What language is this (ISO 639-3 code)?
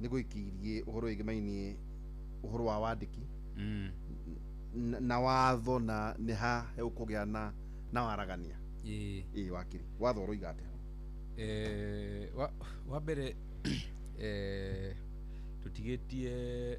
kik